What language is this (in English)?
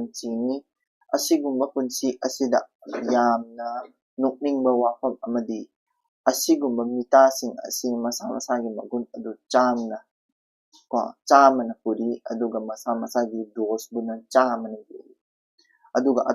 Manipuri